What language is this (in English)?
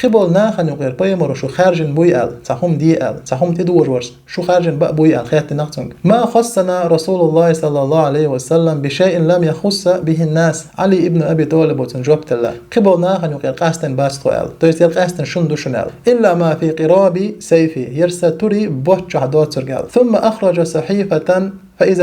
Chechen